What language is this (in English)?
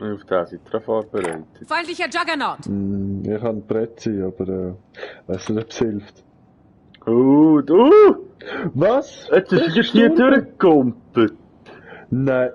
Swiss German